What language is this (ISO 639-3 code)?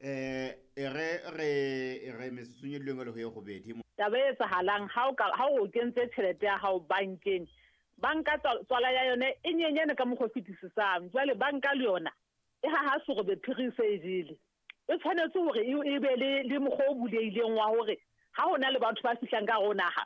sot